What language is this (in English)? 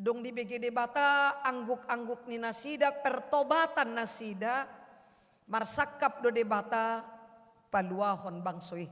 Batak Toba